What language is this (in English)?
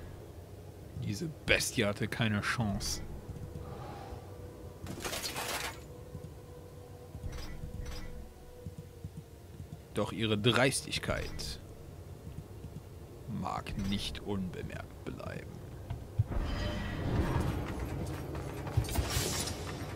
German